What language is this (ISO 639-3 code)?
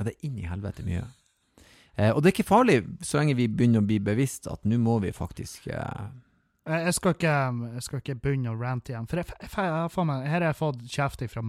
nor